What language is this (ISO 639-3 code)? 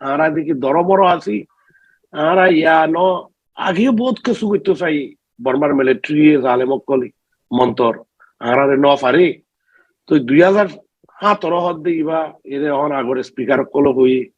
rhg